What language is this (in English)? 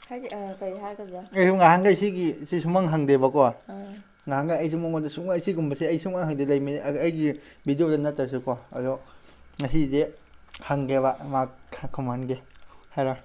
Manipuri